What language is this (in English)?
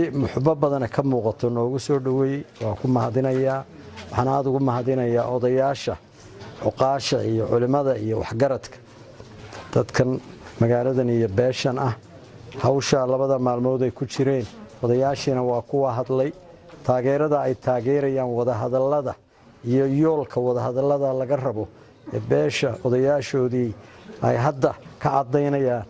Somali